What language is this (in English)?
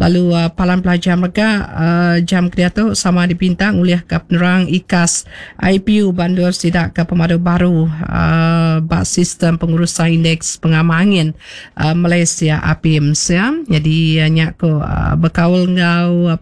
Iban